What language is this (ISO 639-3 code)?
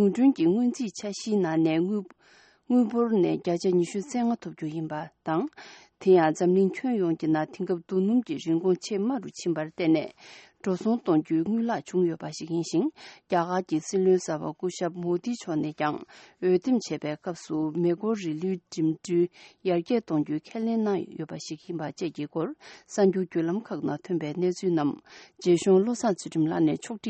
bod